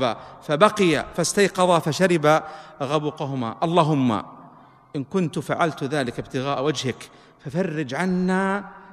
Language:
Arabic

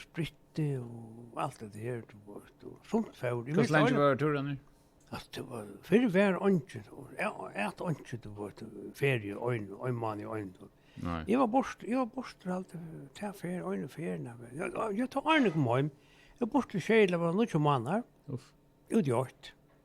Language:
Faroese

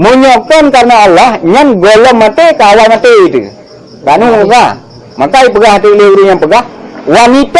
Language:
Achinese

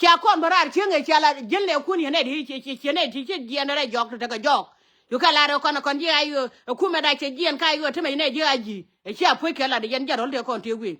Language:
Nuer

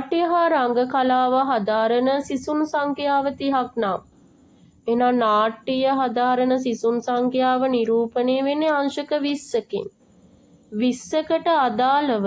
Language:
Sinhala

